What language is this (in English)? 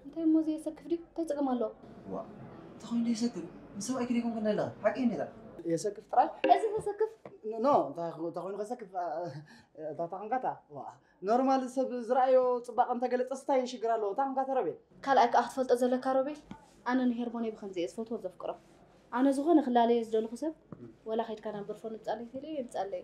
Tigrinya